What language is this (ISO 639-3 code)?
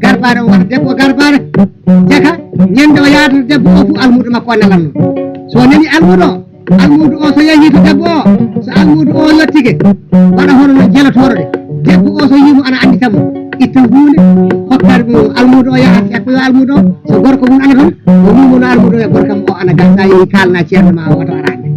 ful